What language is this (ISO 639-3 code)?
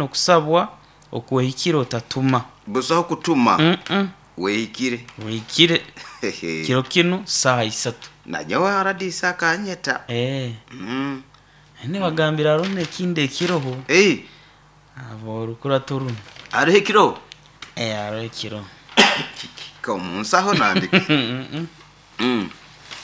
nyo